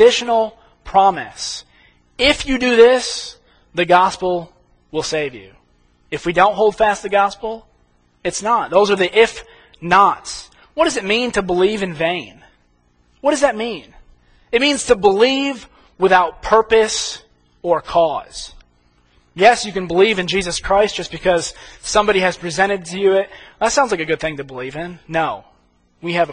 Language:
English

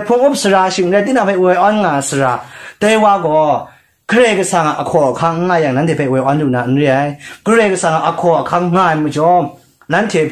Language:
Kachin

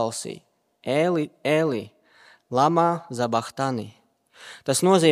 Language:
Latvian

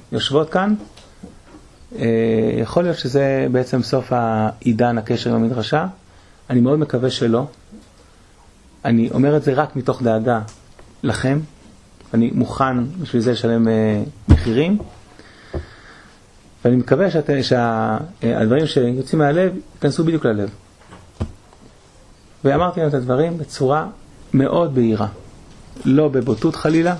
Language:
Hebrew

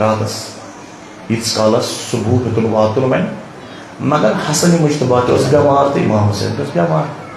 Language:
Kashmiri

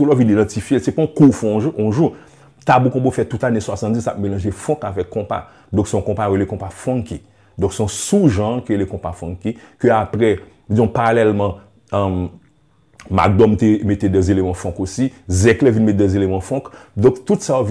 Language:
Haitian Creole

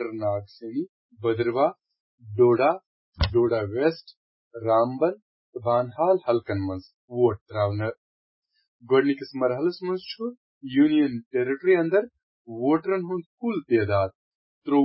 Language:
Kashmiri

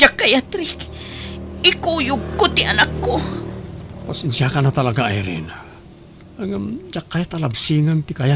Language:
Iloko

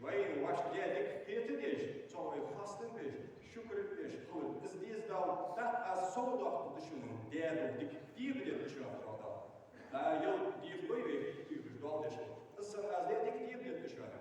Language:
Ingush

